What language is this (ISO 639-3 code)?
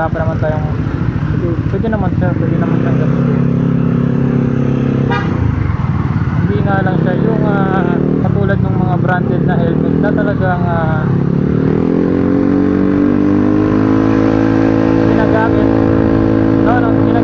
fil